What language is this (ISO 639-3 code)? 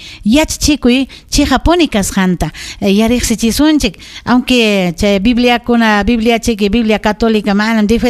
quy